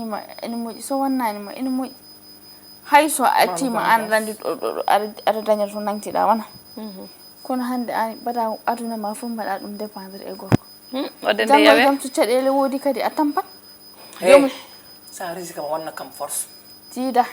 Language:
Fula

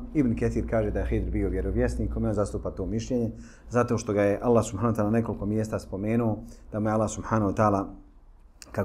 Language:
Bosnian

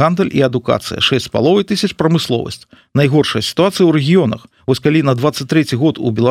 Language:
Belarusian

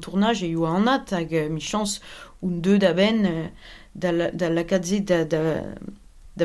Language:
Breton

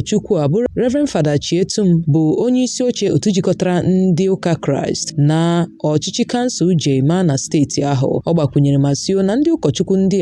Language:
Igbo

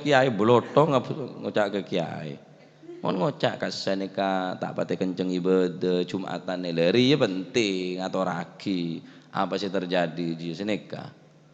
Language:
Madurese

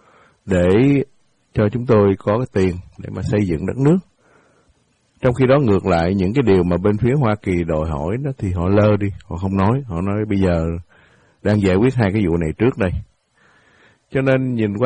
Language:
Vietnamese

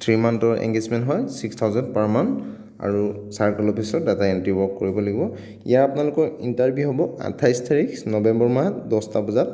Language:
Assamese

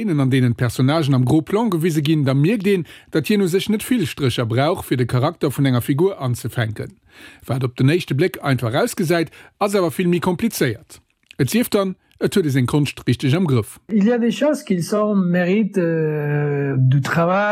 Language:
Luxembourgish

